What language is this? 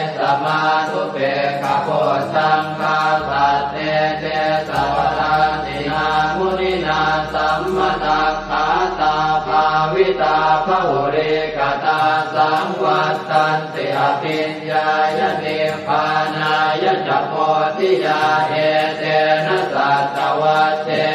Pali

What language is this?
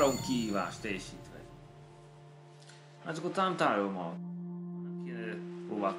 Hungarian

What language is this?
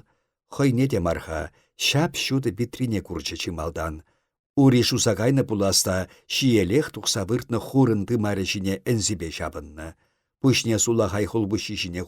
Chuvash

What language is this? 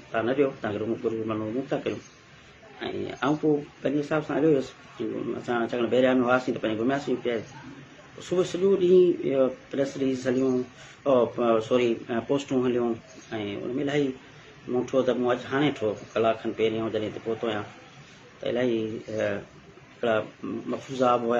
Sindhi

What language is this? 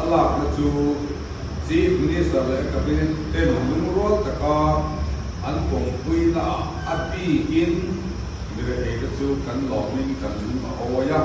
Mizo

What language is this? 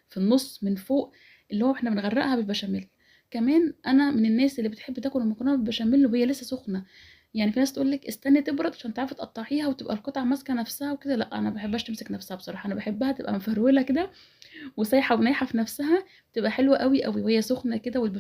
Egyptian Arabic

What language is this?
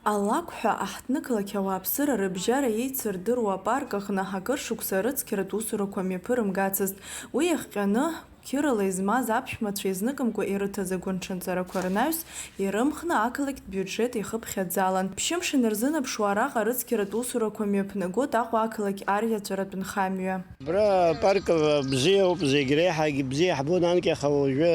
Abkhazian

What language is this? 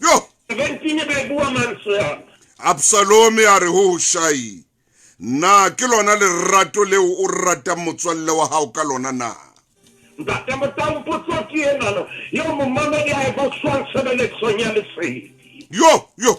Southern Sotho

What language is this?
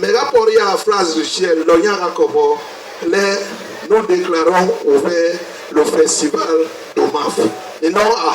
Basaa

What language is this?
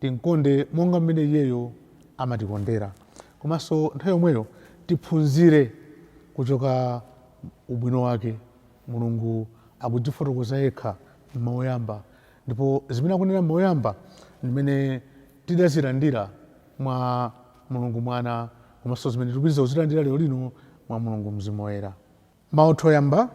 Nyanja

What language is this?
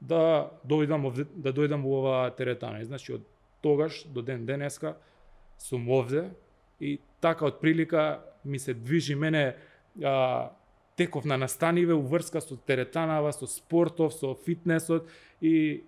Macedonian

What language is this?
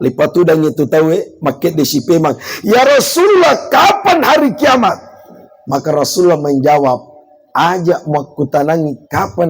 Buginese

